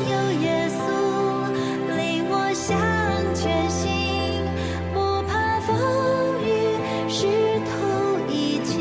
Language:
Chinese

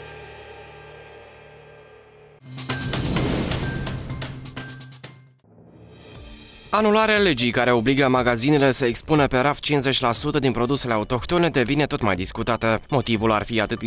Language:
Romanian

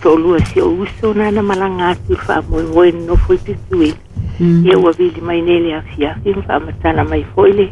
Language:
Samoan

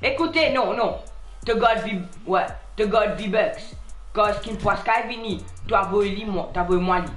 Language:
Morisyen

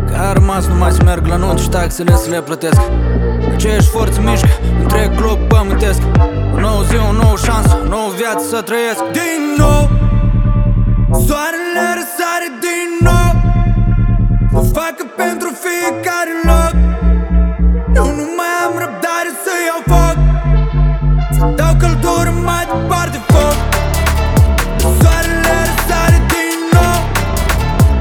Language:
Romanian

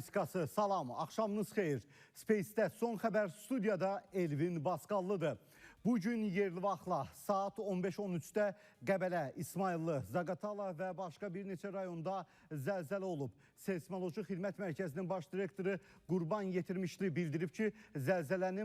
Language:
Azerbaijani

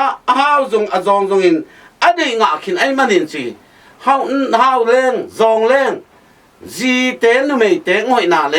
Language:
Tedim Chin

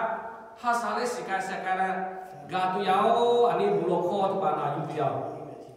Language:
Lahu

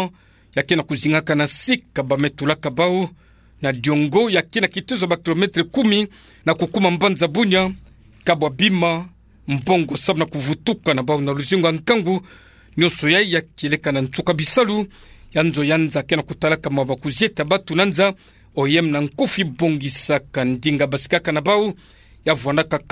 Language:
Kituba (Democratic Republic of Congo)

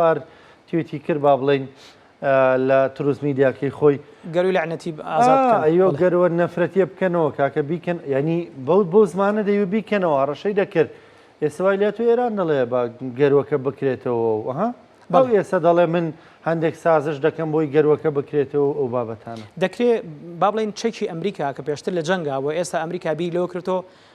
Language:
Central Kurdish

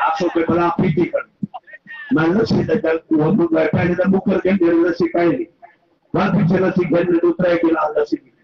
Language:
Saraiki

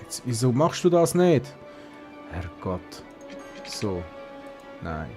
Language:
Swiss German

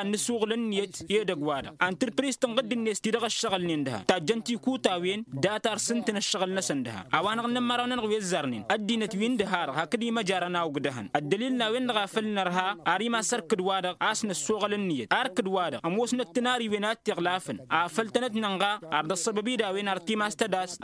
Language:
Tamasheq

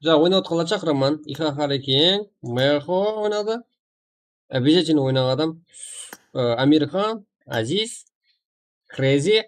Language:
Kara-Kalpak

